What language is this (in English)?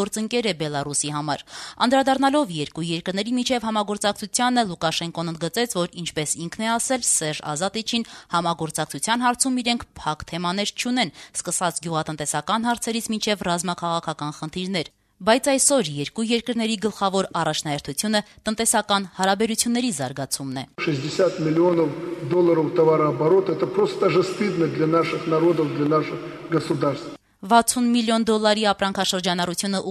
Armenian